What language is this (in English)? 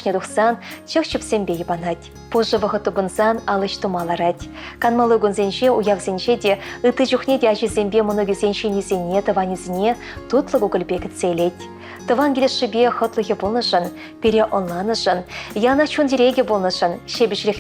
Chuvash